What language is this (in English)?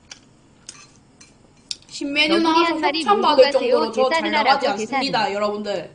Korean